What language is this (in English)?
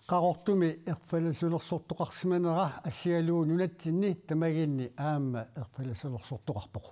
Kalaallisut